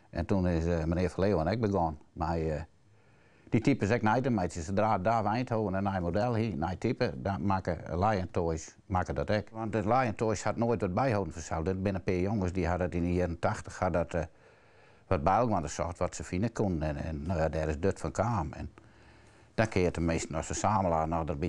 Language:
Western Frisian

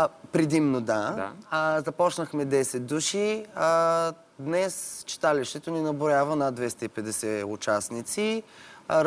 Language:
Bulgarian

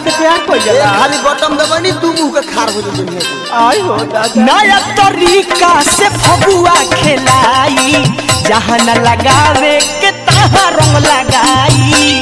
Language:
Bhojpuri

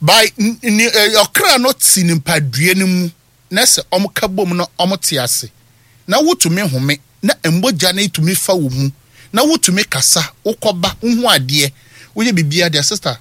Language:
Akan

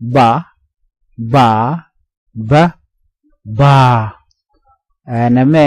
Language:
Nuer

